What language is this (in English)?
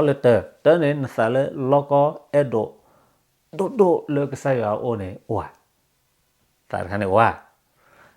S'gaw Karen